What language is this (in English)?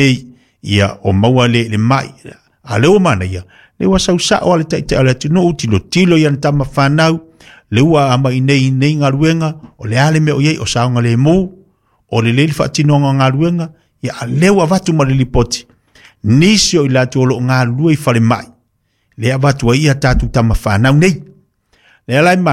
Samoan